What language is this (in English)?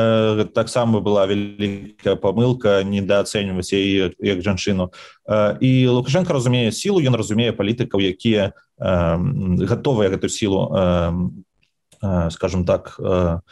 Belarusian